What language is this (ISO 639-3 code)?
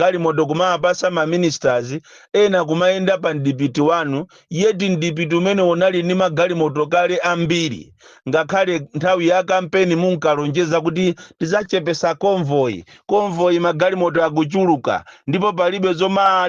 nya